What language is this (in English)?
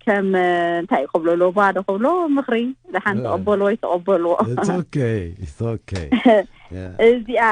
Tigrinya